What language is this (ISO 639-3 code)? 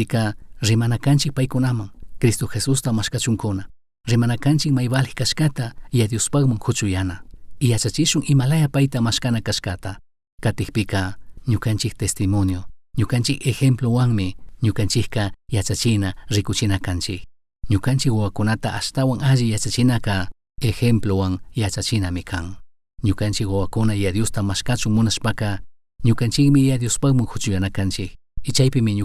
qug